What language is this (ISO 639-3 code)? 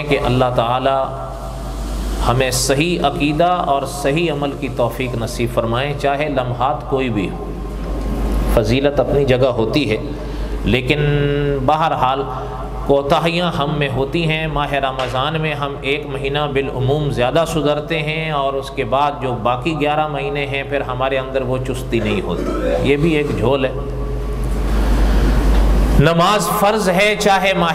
urd